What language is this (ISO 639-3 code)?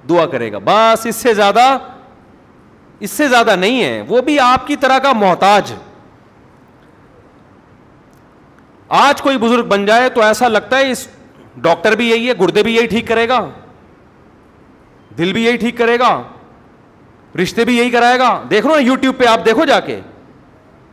urd